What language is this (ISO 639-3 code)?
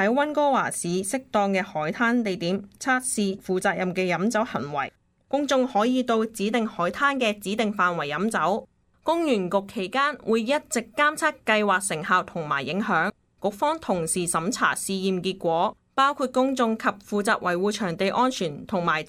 yue